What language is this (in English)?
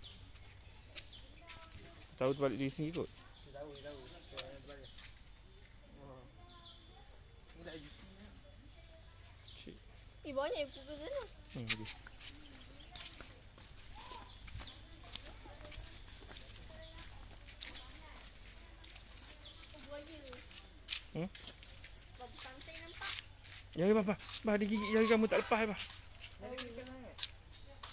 Malay